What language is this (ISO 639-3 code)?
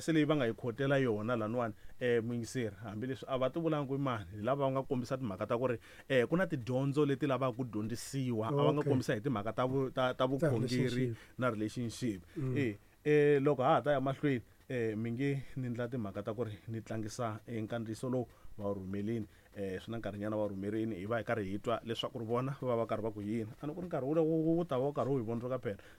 tso